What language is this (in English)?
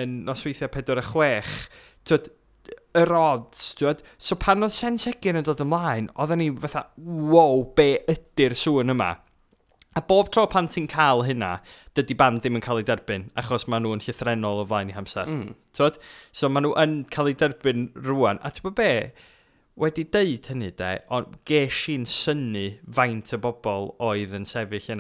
Welsh